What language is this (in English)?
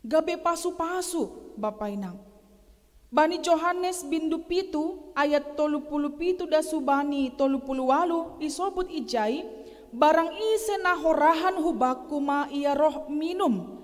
Batak Simalungun